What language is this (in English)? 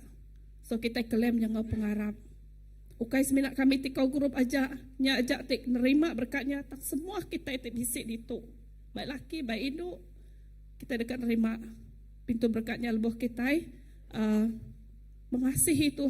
Iban